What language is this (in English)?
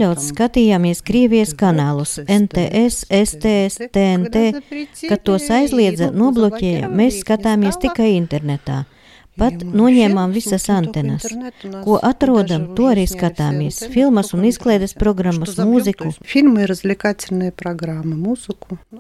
Latvian